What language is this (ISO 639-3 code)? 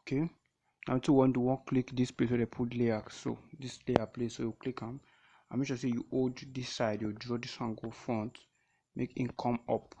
pcm